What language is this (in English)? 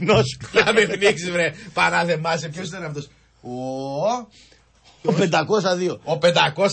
Greek